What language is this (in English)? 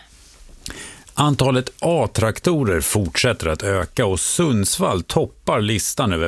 Swedish